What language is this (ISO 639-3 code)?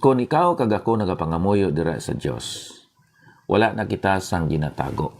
hil